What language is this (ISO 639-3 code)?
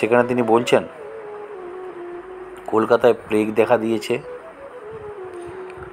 ben